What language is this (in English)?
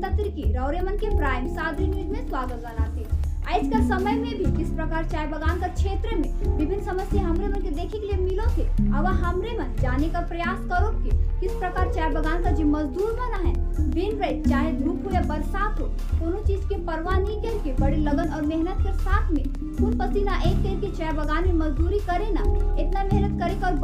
Sadri